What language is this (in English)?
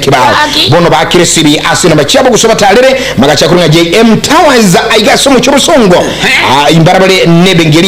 Gusii